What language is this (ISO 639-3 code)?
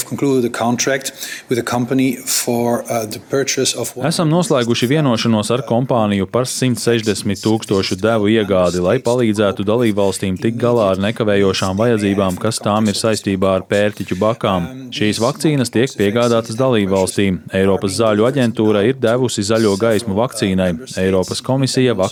lav